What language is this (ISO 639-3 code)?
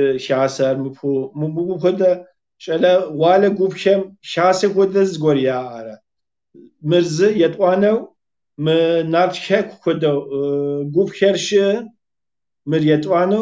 kbd